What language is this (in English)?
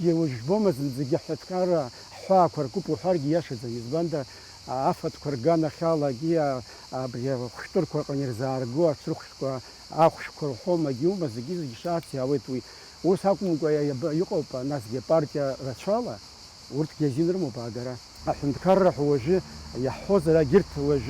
Abkhazian